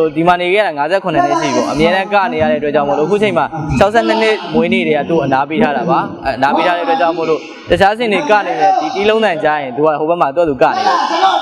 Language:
Burmese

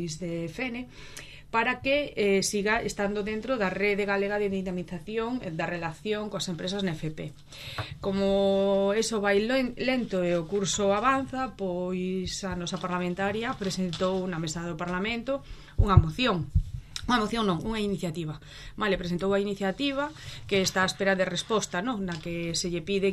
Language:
Galician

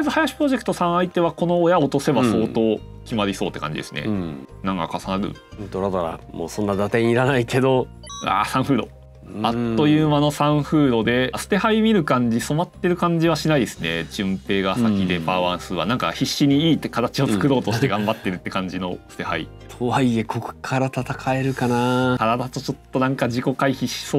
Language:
Japanese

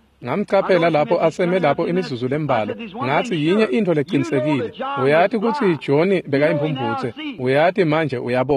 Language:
Swati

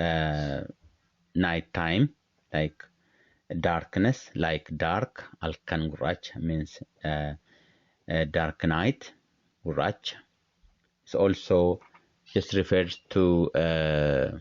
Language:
English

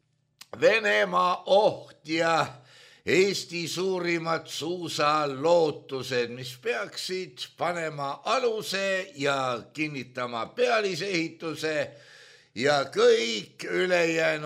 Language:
Estonian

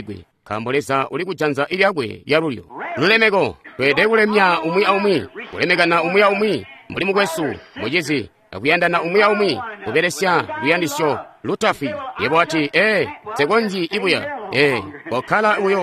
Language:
Tonga (Zambia)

